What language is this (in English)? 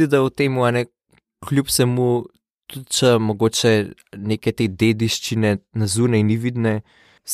Slovenian